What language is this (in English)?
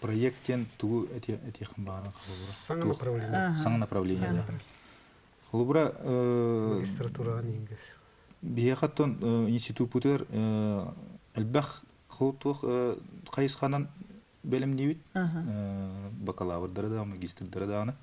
Yakut